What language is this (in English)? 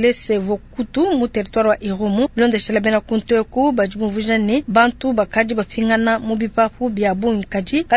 Luba-Lulua